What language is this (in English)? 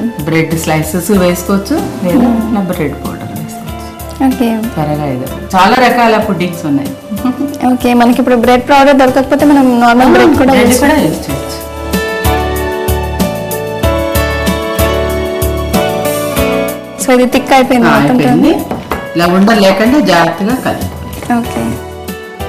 Telugu